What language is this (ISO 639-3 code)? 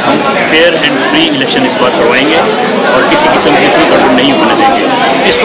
hin